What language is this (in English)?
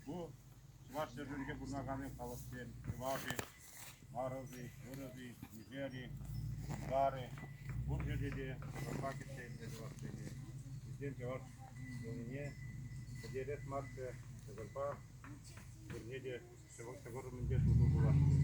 Chuvash